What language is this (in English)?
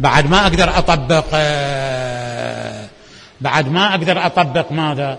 Mesopotamian Arabic